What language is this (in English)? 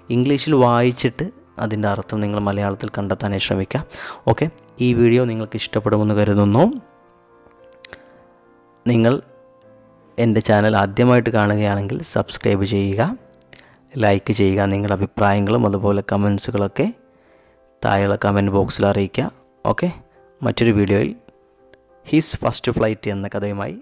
Malayalam